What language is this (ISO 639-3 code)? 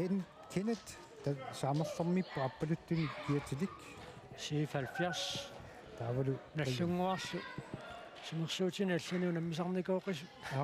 kal